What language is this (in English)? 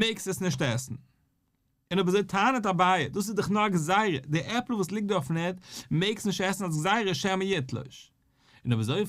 Yiddish